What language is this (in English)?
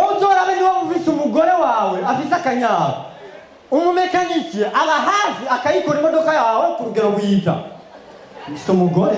Rundi